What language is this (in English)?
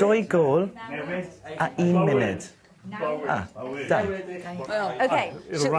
Welsh